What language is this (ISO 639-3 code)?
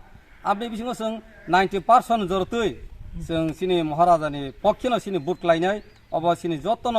trp